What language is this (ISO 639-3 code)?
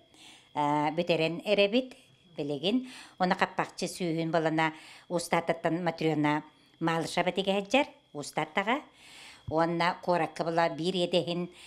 sah